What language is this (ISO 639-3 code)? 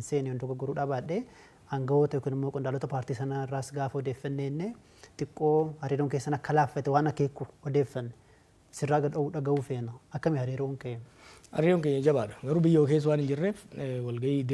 orm